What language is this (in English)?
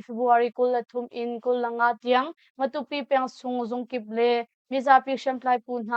Hakha Chin